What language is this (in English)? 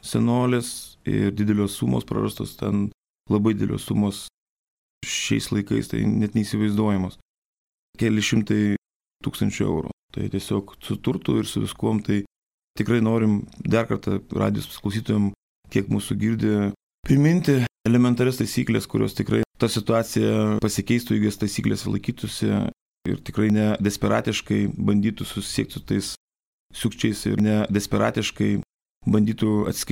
Lithuanian